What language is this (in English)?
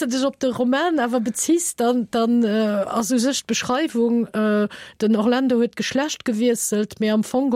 Luxembourgish